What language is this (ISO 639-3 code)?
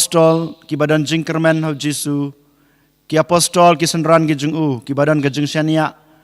kha